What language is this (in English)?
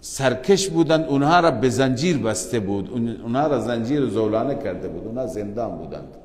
Persian